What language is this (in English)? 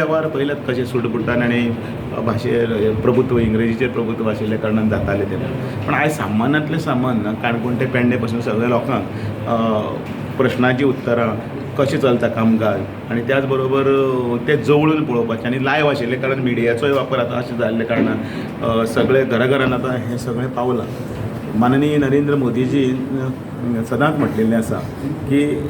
Konkani